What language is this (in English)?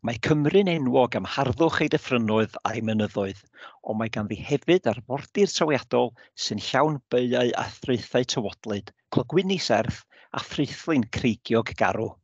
Welsh